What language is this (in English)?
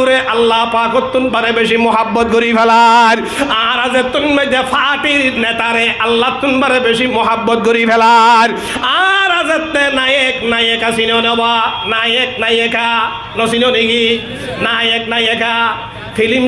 Rohingya